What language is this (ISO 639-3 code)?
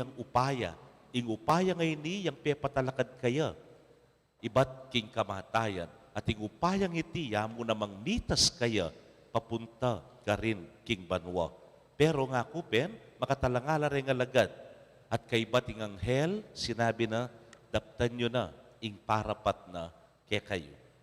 pam